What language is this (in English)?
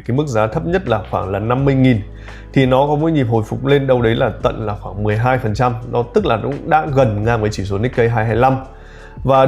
Vietnamese